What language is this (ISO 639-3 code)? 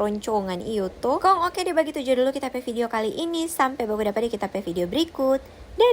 xmm